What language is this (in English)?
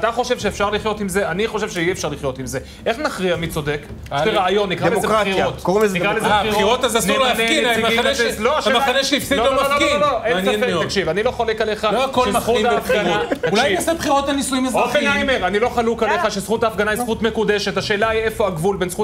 Hebrew